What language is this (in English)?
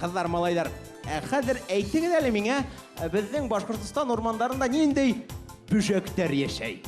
Bashkir